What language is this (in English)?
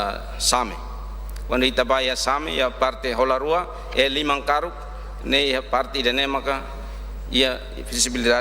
Tetum